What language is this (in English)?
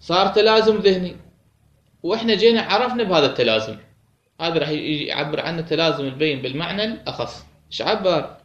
Mesopotamian Arabic